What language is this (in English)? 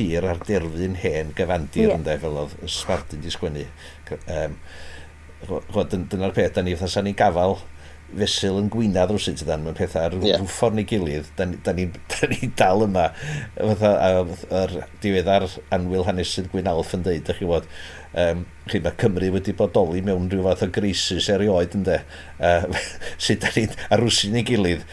Welsh